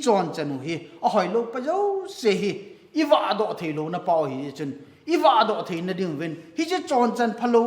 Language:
Thado Chin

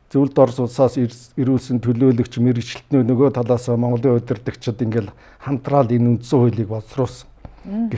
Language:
Mongolian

